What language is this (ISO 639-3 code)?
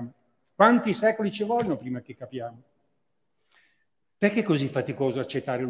ita